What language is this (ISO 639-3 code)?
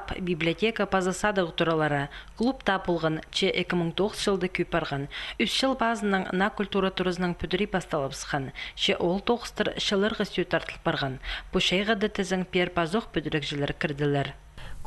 kjh